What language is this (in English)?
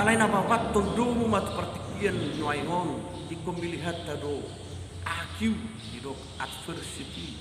Batak Toba